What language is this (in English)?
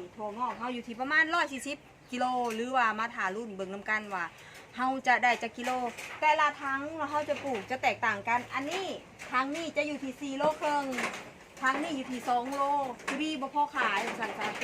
Northeastern Thai